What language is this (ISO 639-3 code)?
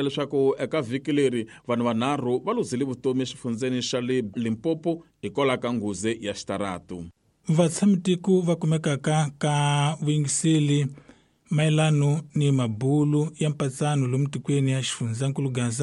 tso